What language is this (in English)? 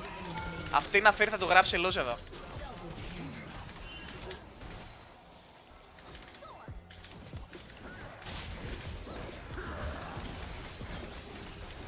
Greek